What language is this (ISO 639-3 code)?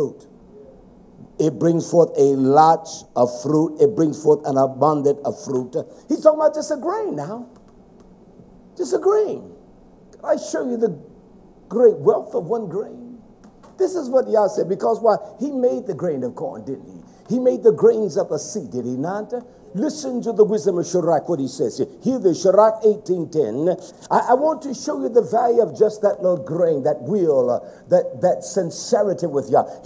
eng